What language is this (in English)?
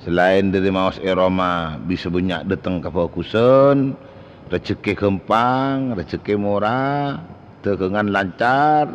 Madurese